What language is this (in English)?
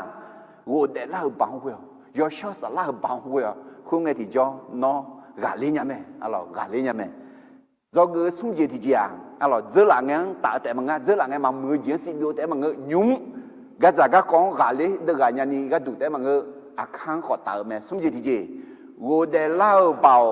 Akha